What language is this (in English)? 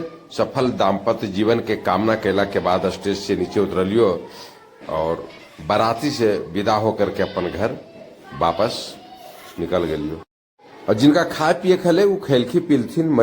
Magahi